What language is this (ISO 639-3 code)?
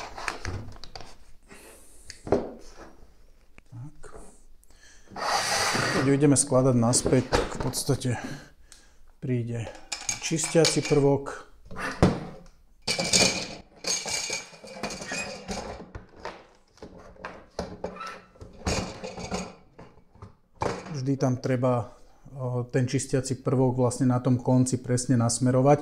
slk